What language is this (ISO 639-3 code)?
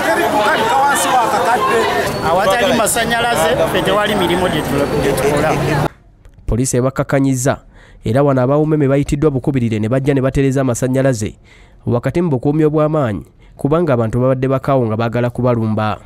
lug